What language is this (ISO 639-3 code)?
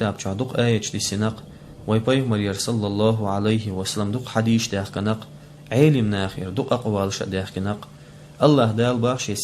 che